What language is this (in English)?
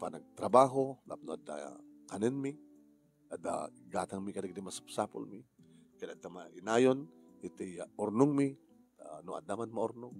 Iloko